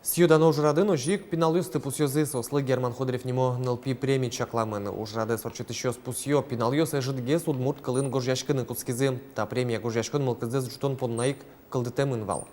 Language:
Udmurt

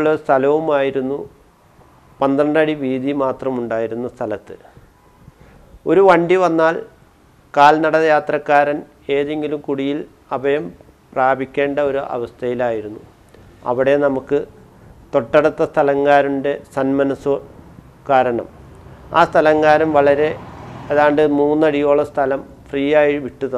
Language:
Malayalam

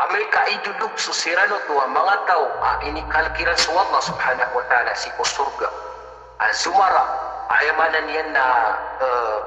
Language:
Maranao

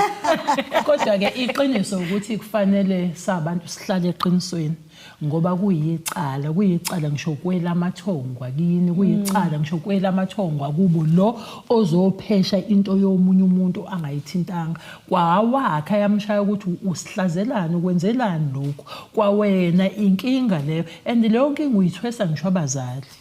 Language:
Zulu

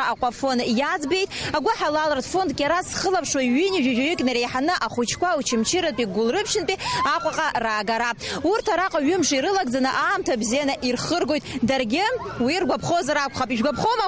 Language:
Abkhazian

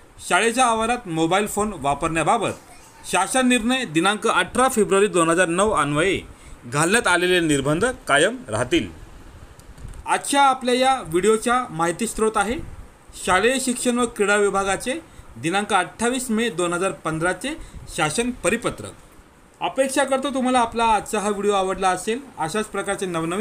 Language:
Marathi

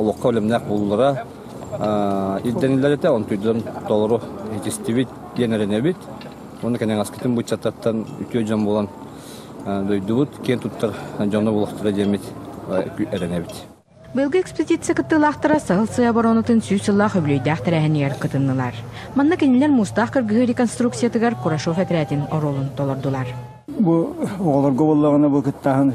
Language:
Yakut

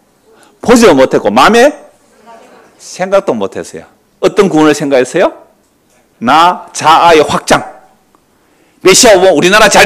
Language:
Korean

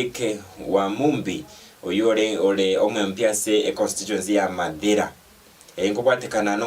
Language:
Gusii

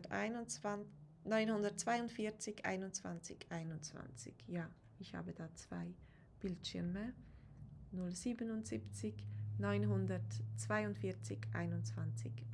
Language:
Swiss German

